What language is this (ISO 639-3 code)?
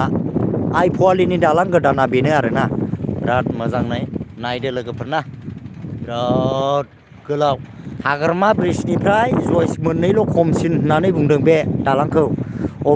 brx